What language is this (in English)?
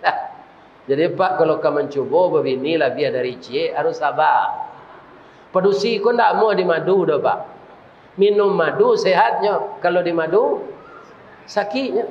Minangkabau